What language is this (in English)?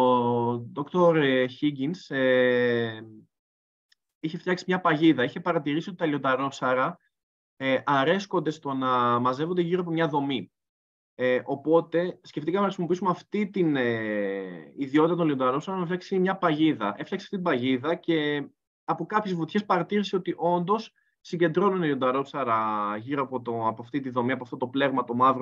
Greek